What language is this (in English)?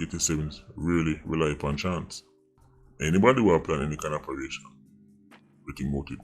Jamaican Creole English